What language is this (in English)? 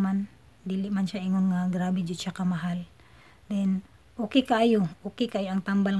Cebuano